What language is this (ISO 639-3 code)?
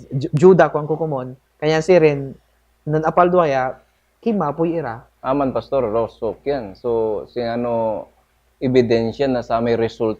pag